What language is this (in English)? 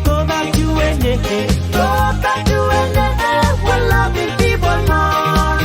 Pohnpeian